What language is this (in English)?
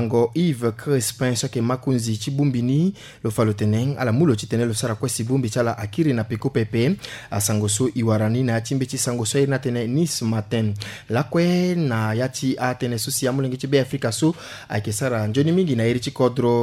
Sango